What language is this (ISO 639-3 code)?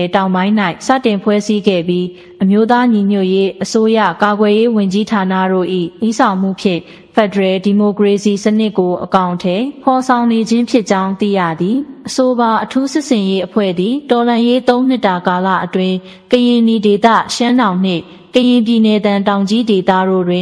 mya